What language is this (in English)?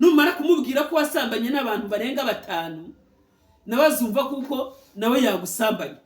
Kinyarwanda